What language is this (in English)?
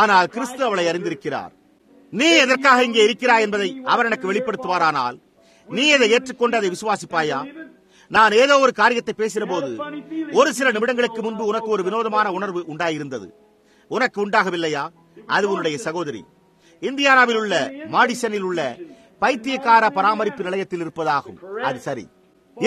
Tamil